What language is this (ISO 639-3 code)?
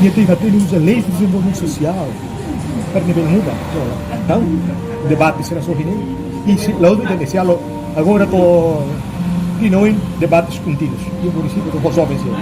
tet